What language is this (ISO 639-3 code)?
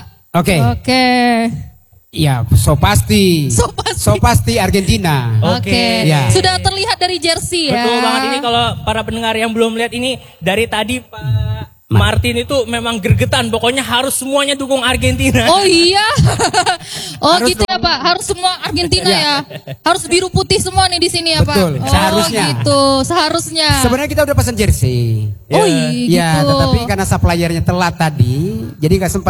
ind